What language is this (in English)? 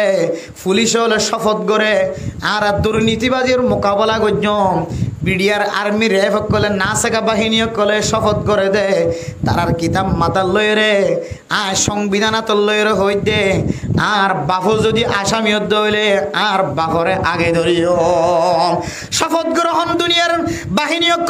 Rohingya